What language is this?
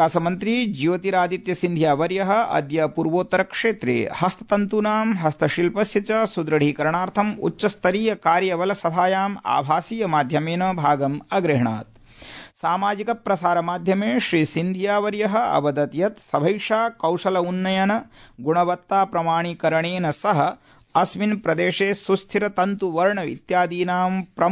Sanskrit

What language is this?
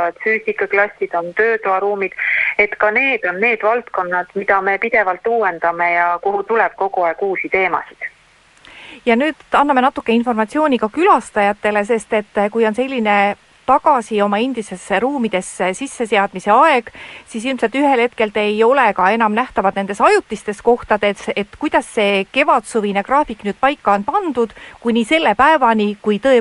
Estonian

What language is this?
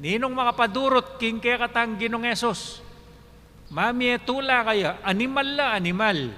Pampanga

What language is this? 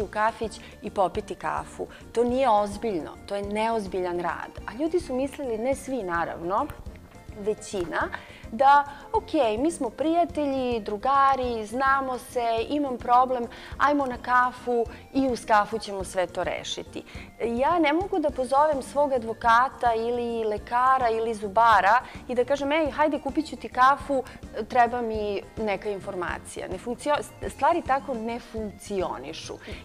Serbian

